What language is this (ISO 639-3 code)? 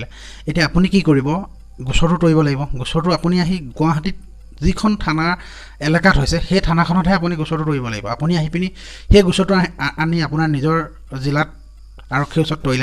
asm